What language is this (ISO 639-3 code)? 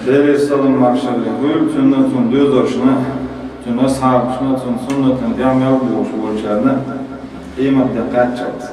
che